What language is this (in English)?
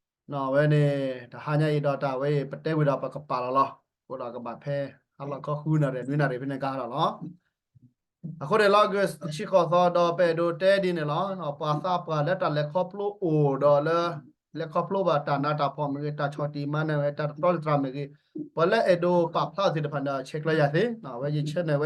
S'gaw Karen